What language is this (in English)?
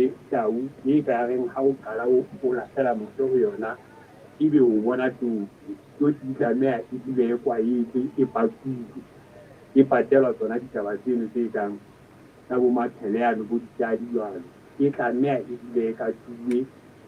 Southern Sotho